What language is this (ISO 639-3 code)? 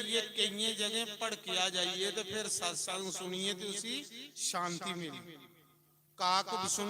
doi